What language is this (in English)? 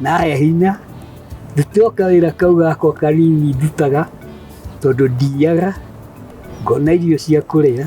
Kikuyu